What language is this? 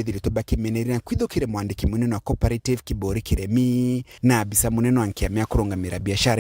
Meru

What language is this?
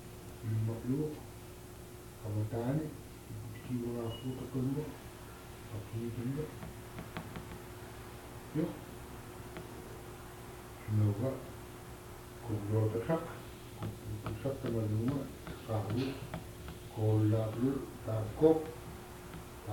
Indonesian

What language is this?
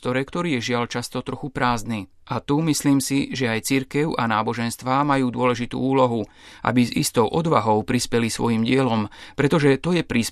Slovak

